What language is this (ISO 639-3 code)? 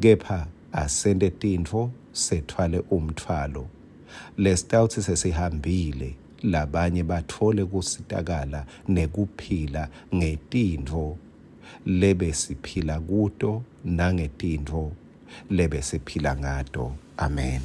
ssw